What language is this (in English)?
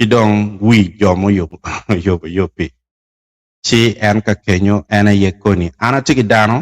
Acoli